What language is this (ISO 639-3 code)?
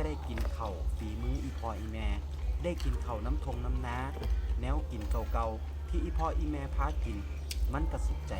tts